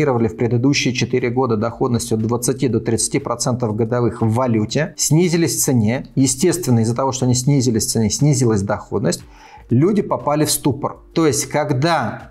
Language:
Russian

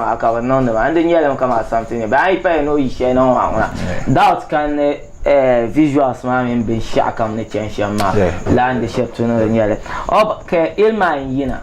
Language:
Dagbani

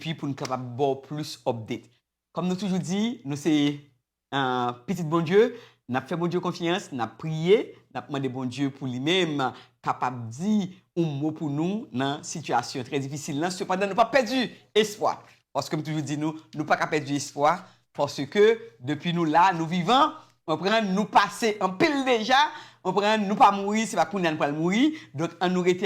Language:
Haitian Creole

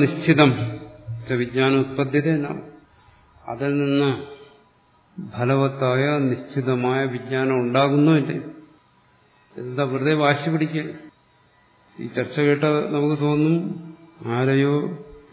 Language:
Malayalam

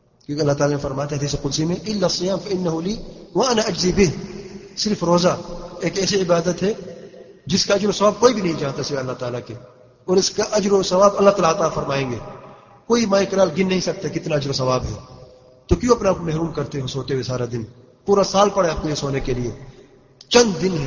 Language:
Urdu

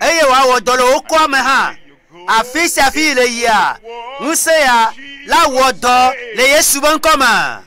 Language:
Ewe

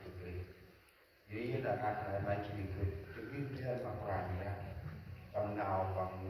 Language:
Central Mnong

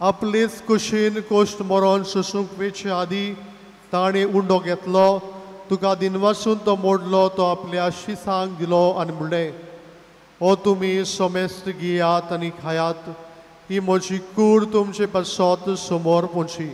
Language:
Konkani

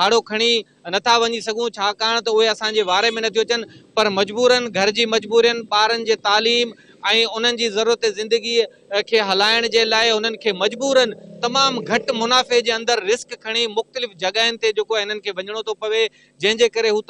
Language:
Sindhi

